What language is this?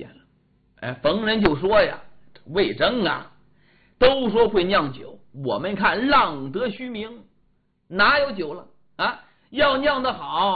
Chinese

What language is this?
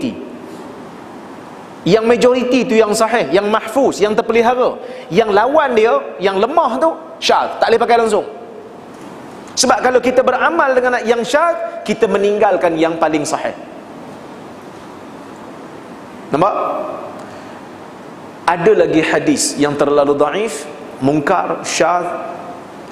Malay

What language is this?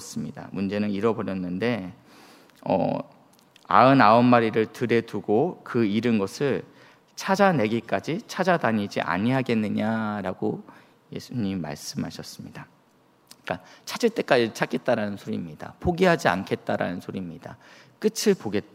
Korean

